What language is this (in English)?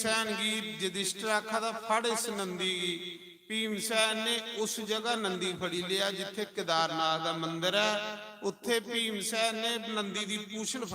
Dogri